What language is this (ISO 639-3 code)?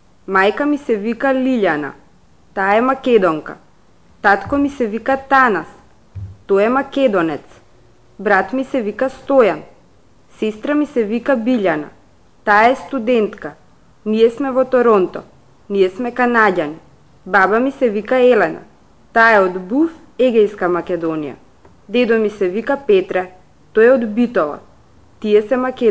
mkd